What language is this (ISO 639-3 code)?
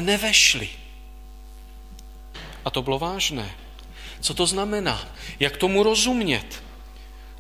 ces